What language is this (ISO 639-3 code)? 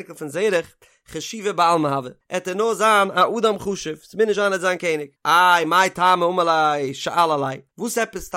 yid